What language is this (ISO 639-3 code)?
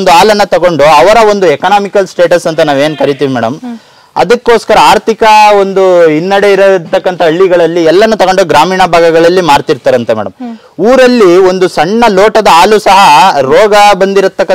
kan